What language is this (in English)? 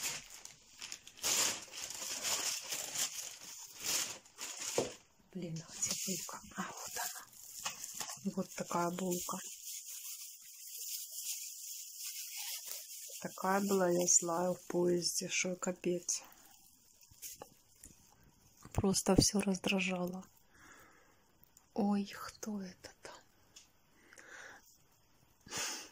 Russian